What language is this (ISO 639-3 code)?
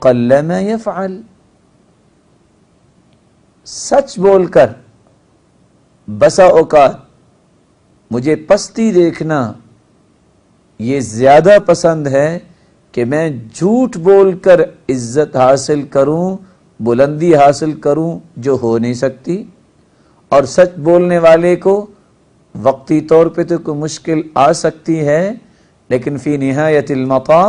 urd